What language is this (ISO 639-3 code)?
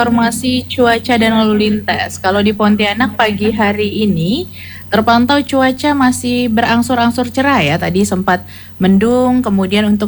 ind